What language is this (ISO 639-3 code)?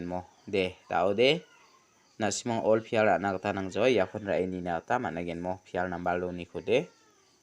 grt